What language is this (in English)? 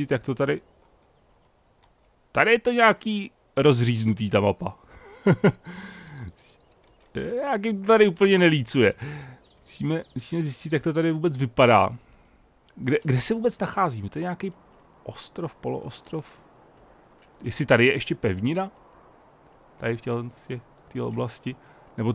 Czech